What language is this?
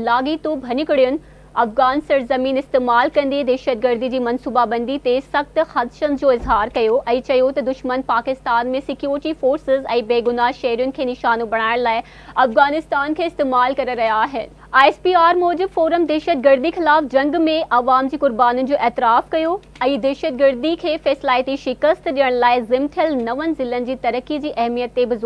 Sindhi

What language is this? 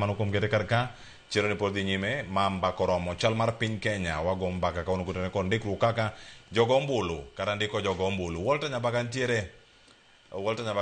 Luo (Kenya and Tanzania)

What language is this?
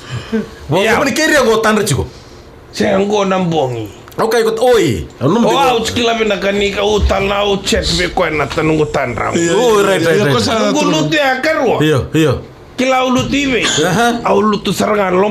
Fijian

